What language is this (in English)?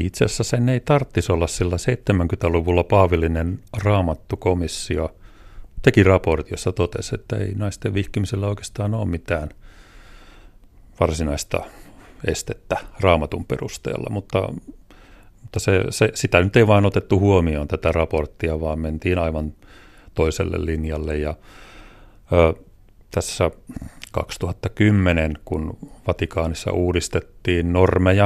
Finnish